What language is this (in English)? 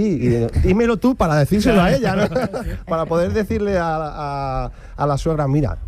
Spanish